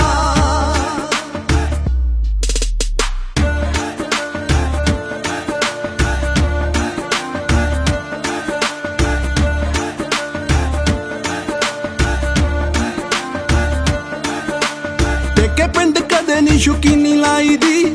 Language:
Punjabi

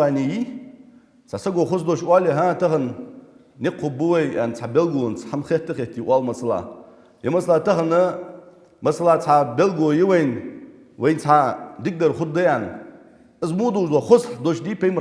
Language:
Ingush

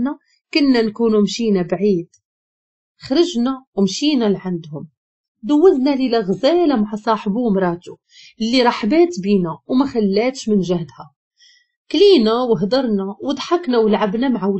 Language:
Moroccan Arabic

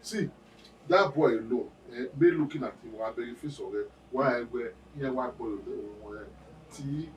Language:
Bini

